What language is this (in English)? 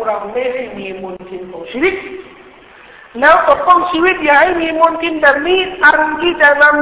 Thai